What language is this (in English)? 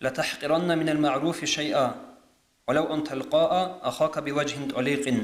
Avaric